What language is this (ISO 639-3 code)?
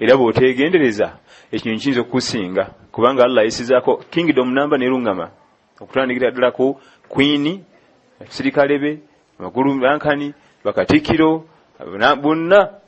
lug